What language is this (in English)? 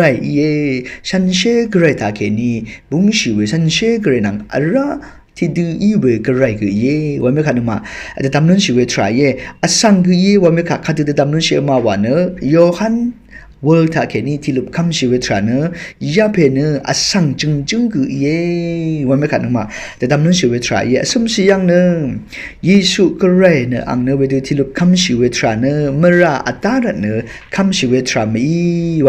Rawang